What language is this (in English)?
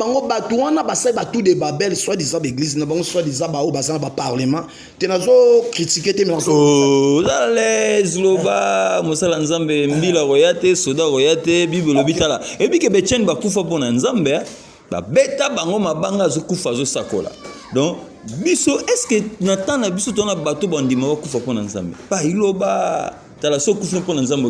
Lingala